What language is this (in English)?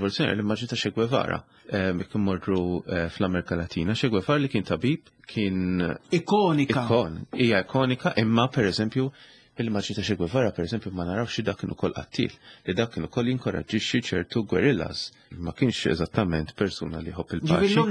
Maltese